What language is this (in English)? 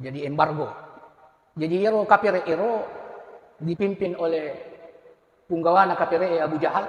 Buginese